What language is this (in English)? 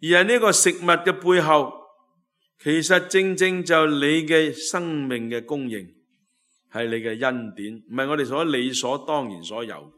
Cantonese